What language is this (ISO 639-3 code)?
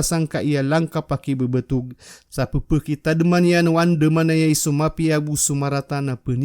mrw